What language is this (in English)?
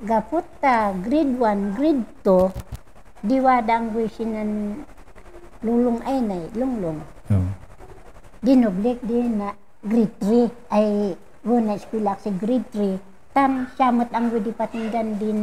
Kankanaey